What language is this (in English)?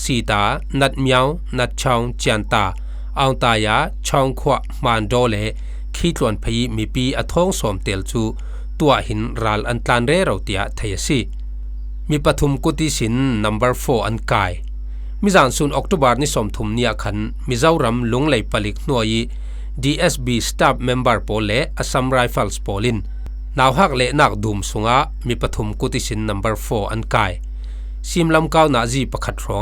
Falam Chin